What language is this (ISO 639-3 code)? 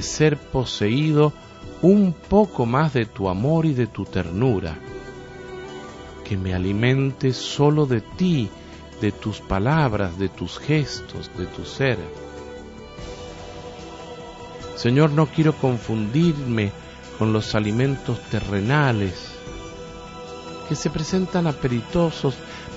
spa